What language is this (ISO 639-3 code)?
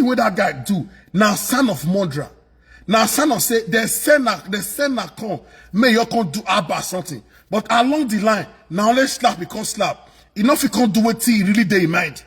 pcm